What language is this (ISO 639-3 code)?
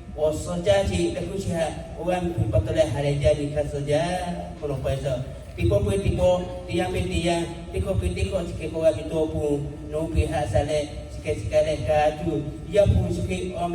lhu